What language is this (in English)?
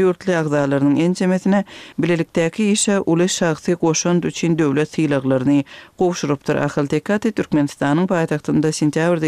Kyrgyz